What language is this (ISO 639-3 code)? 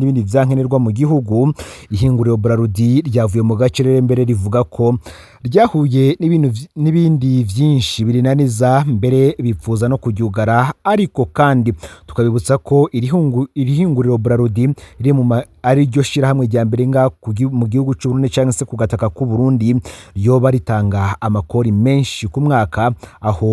run